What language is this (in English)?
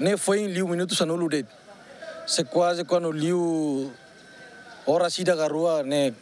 Tetum